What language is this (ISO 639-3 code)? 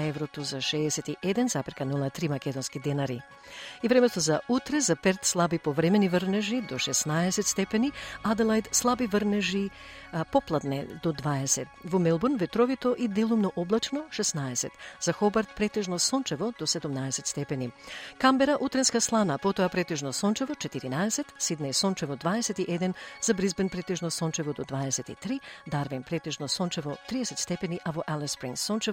mkd